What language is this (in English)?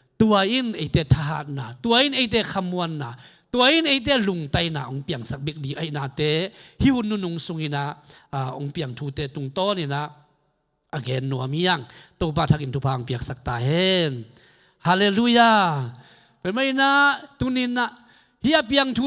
Tedim Chin